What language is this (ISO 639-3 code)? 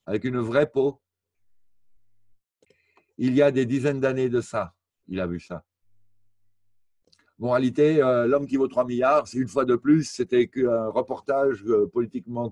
fra